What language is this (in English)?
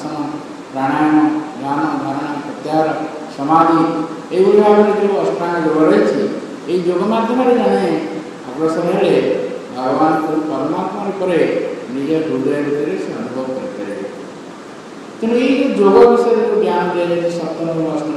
Odia